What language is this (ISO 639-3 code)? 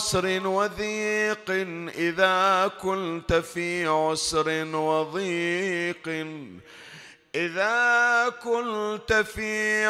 ara